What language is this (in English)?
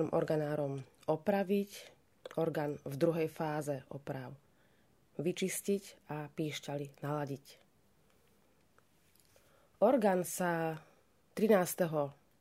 Slovak